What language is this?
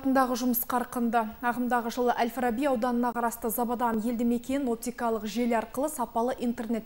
Kazakh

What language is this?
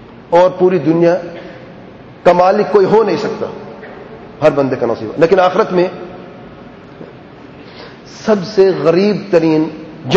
Urdu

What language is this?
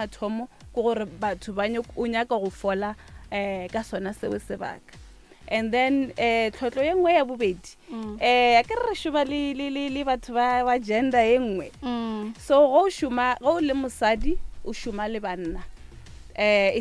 Northern Sotho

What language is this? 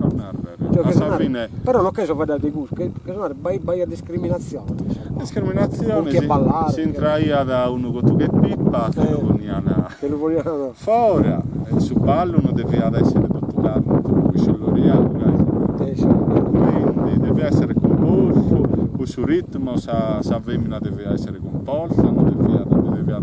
Sardinian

